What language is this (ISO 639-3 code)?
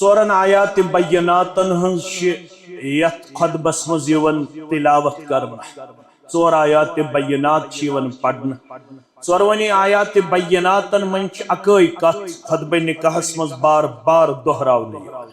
kas